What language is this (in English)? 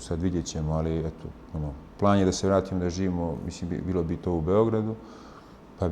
Bosnian